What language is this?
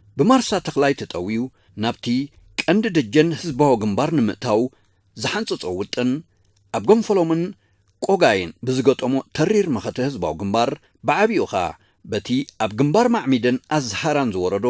Tigrinya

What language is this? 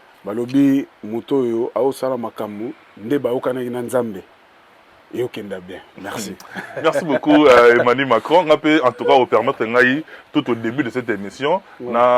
Lingala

